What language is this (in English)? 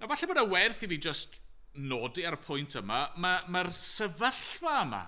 Welsh